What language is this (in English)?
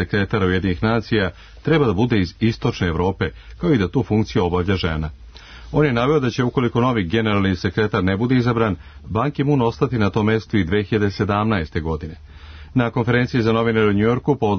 Serbian